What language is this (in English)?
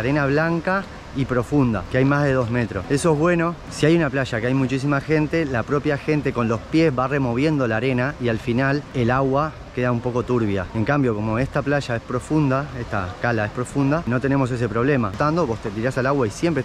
Spanish